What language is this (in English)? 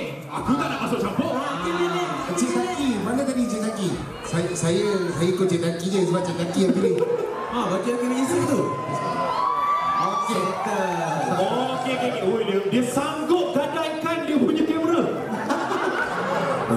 Malay